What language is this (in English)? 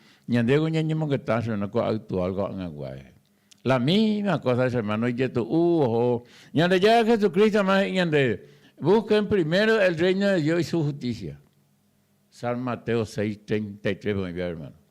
Guarani